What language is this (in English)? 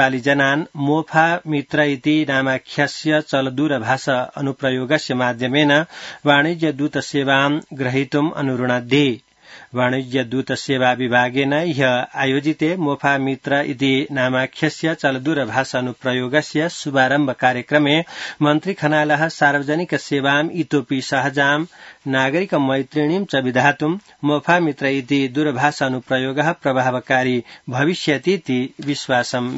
Sanskrit